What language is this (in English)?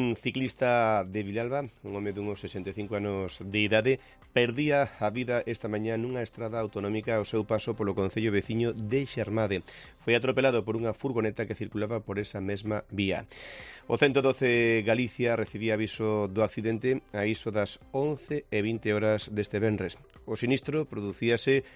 Galician